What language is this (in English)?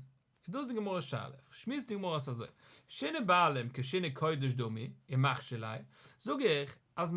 Yiddish